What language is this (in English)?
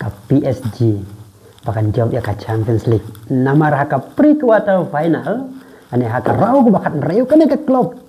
Khasi